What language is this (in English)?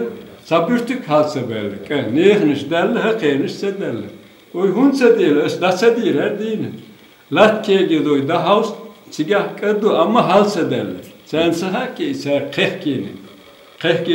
Chechen